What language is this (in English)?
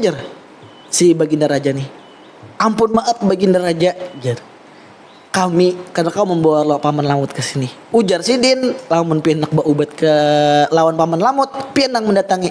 Banjar